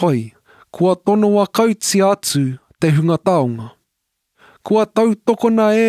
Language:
Māori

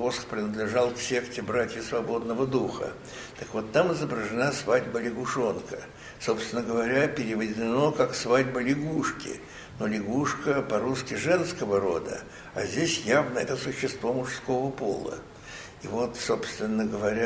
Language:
Russian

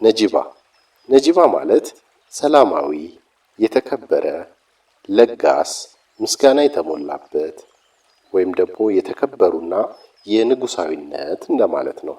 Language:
Amharic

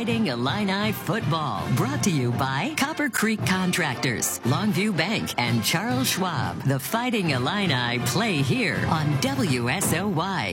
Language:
English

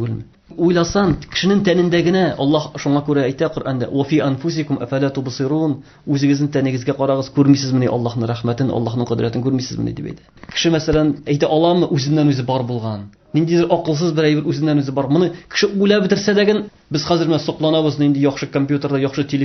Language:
Tatar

